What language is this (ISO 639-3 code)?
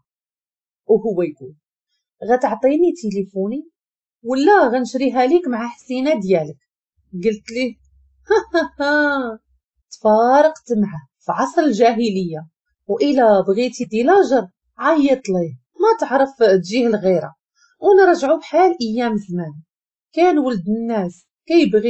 ary